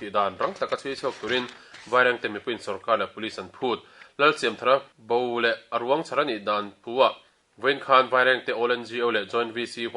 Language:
Mizo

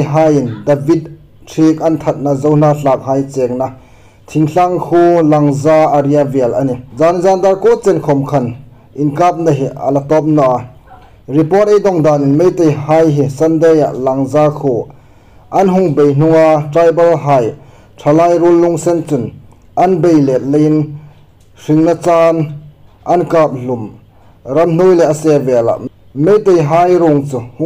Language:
Hmar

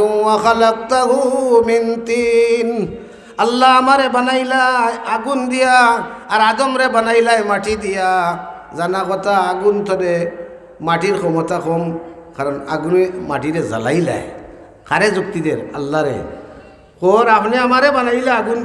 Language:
Sylheti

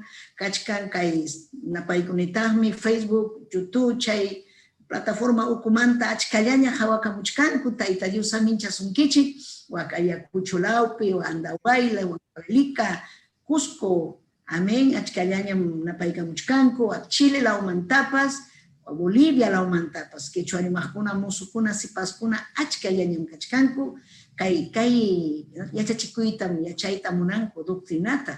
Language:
Ayacucho Quechua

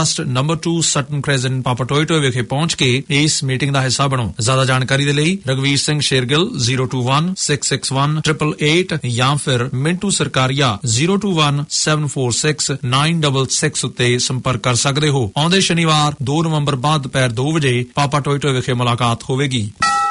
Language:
Punjabi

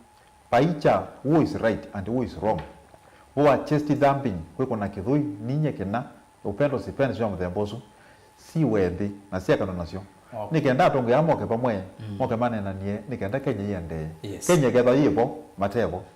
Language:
Kamba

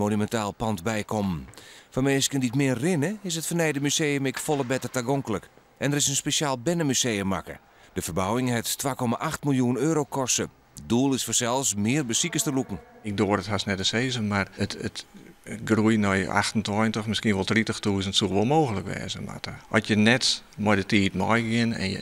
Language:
Western Frisian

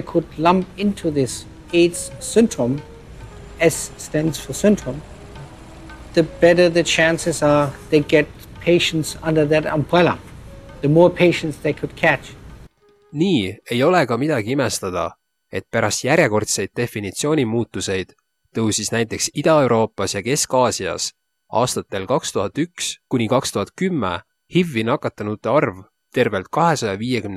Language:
Estonian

